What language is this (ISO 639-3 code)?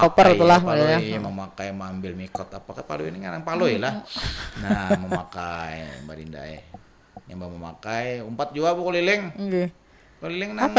bjn